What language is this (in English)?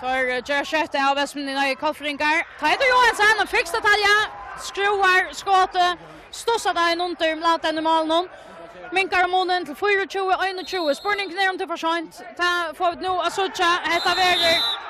Faroese